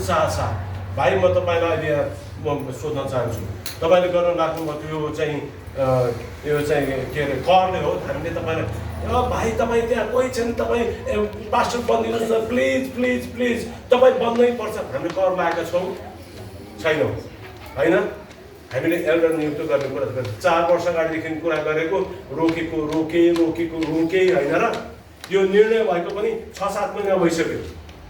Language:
Nepali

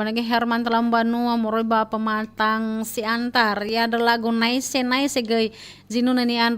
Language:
Nias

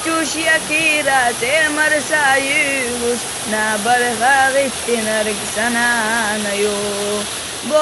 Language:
Chechen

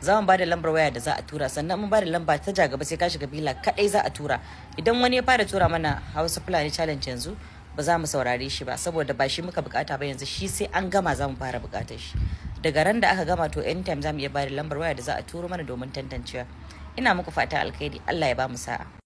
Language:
Hausa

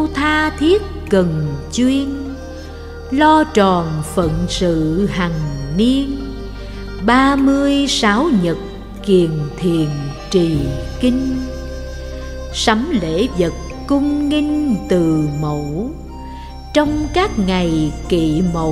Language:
Vietnamese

